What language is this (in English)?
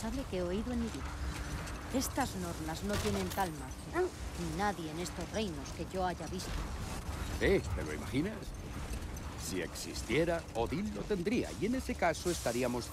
Spanish